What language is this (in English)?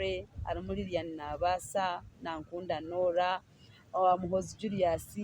Nyankole